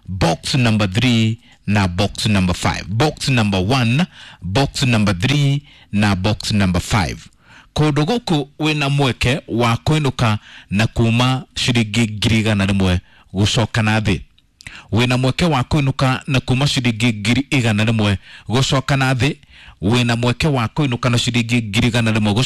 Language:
Kikuyu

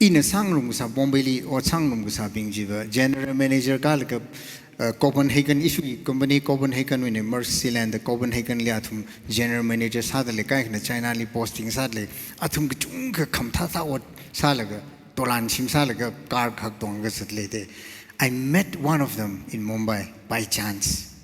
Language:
Tangkhul Naga (India)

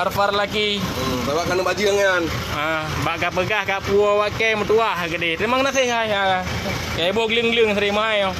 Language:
Achinese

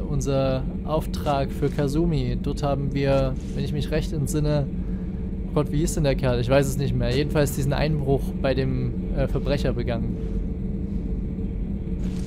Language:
German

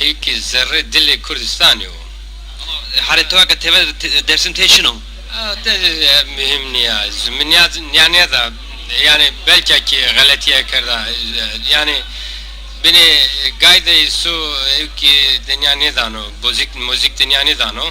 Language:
Zaza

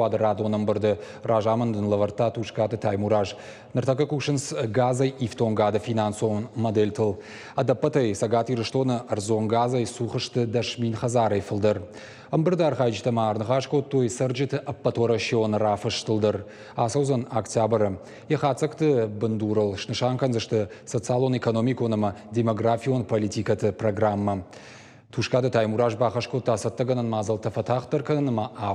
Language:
Ossetic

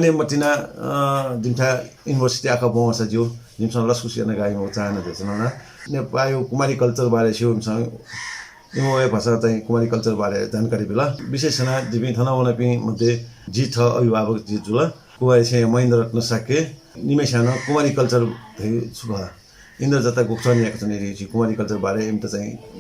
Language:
Newari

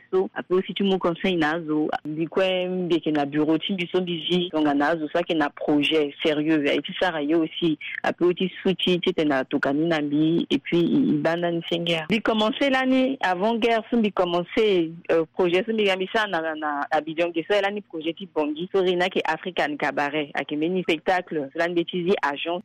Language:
Sango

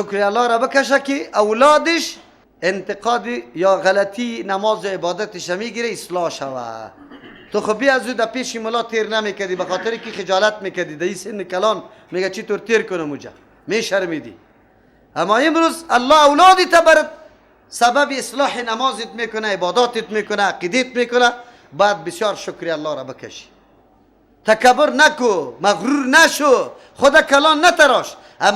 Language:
Persian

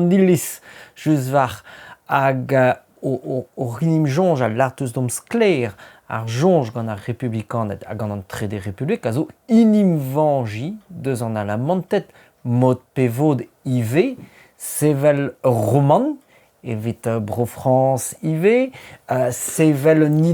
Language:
Breton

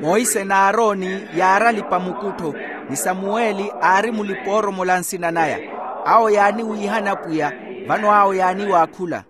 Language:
Makhuwa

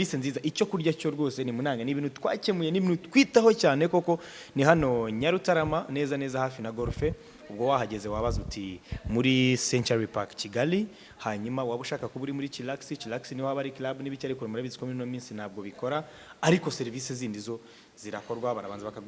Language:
Kinyarwanda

